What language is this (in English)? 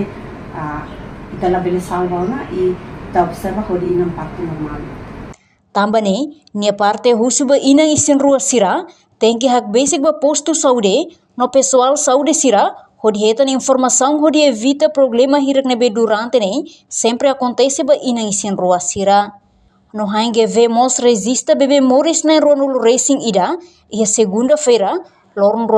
Tetum